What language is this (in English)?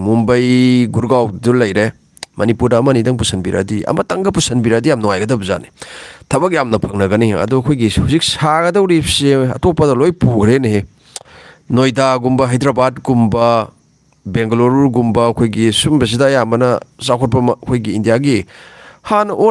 Manipuri